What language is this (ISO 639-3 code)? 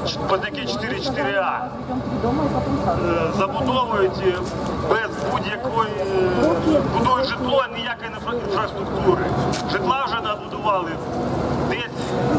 ukr